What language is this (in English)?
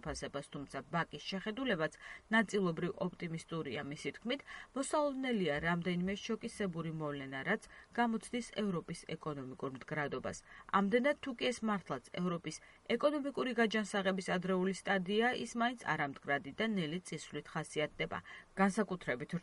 Georgian